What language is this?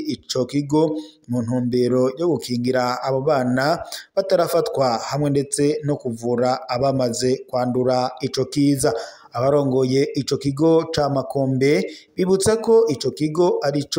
Rundi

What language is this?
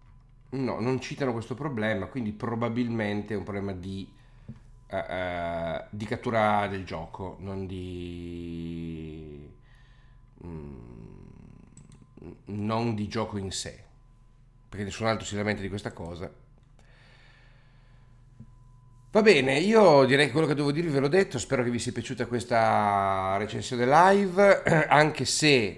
Italian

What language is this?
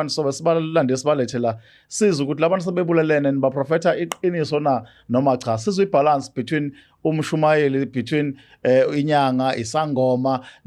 Zulu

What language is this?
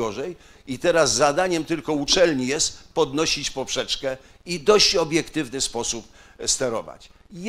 Polish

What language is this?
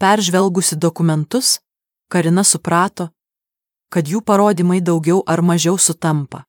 Lithuanian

